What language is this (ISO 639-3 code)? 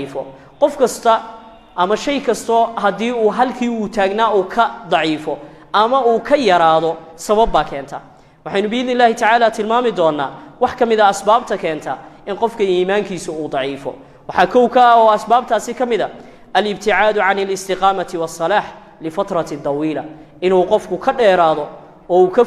som